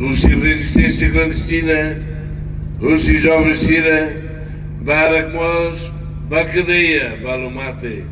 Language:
Tetum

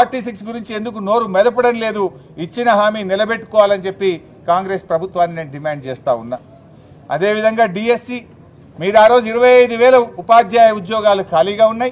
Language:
Telugu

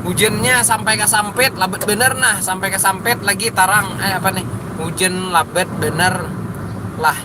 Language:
Banjar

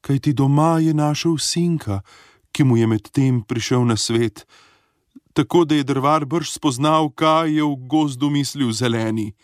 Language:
Slovenian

